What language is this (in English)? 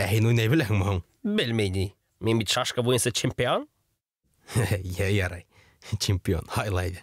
Bashkir